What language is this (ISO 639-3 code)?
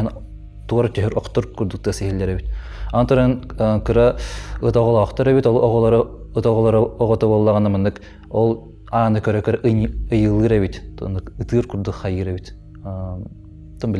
sah